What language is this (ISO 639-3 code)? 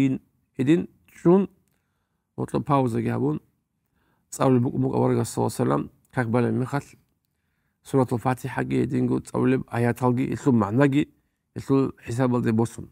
ava